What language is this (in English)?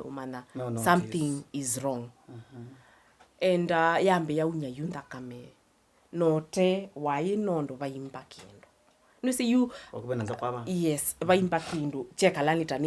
Kamba